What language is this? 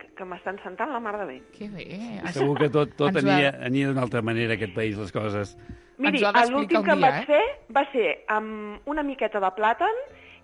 Catalan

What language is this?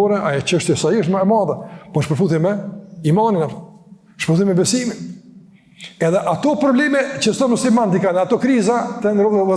Albanian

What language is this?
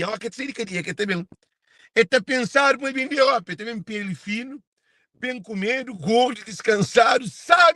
Kabuverdianu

